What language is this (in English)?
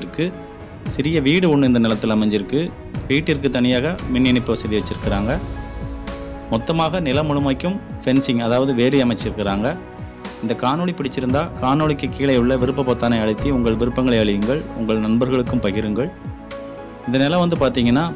Tamil